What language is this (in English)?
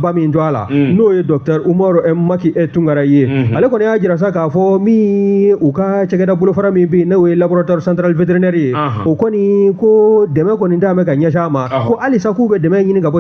Bambara